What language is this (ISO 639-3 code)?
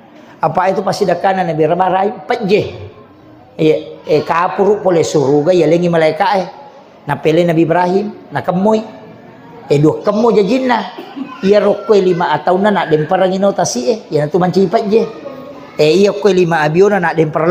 bug